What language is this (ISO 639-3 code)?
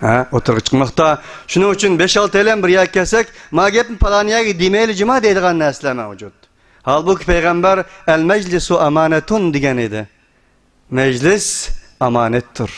uig